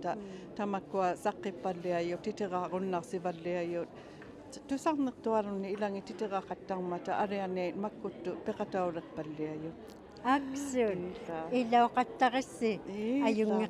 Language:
Inuktitut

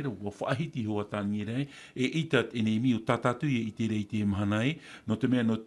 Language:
Tahitian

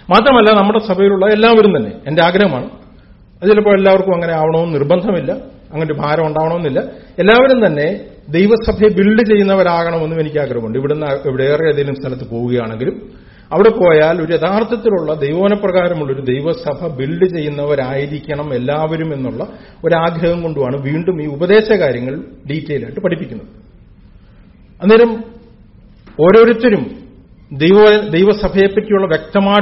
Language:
Malayalam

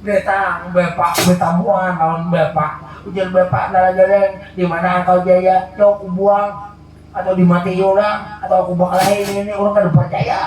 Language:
Banjar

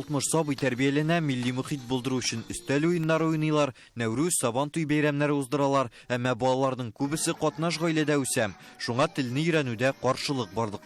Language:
Tatar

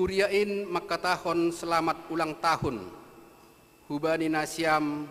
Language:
Batak Simalungun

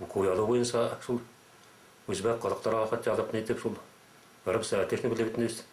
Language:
Bashkir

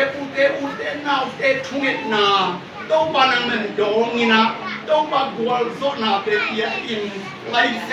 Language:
Tedim Chin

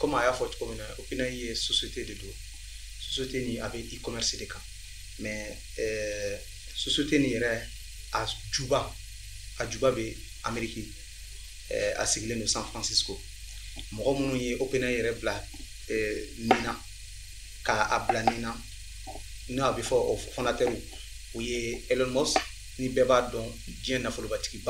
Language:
Bambara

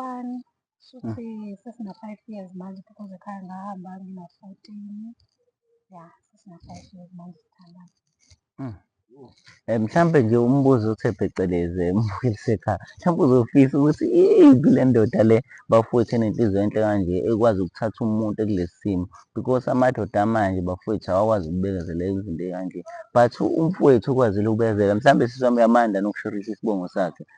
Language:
Zulu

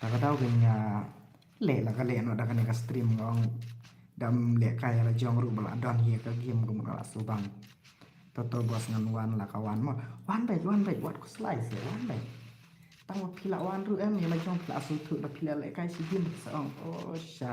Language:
Khasi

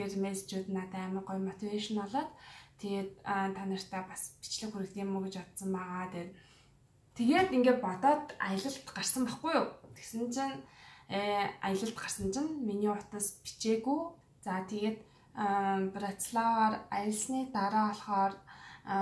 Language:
Mongolian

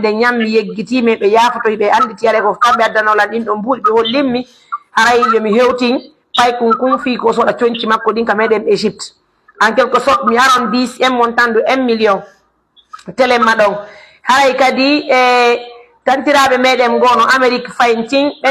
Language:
Pular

